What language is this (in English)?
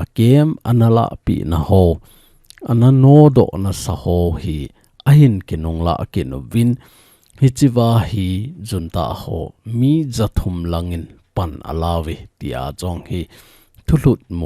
Thado Chin